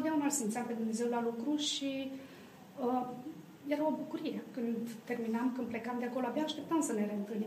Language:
Romanian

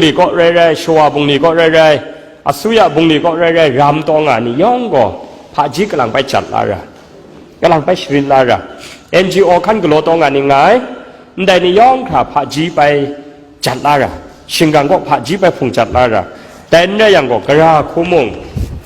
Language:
Kachin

